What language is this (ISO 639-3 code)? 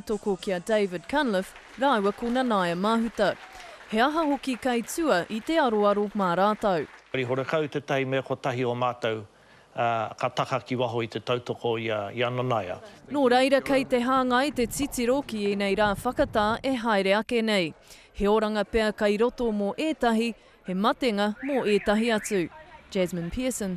mri